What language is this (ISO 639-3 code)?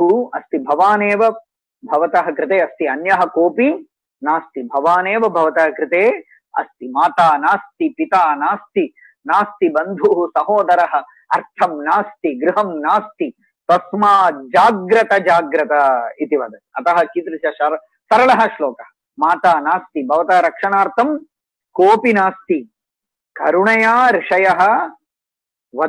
san